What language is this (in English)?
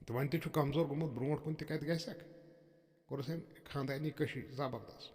Kashmiri